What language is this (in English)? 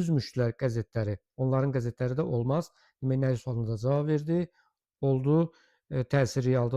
Azerbaijani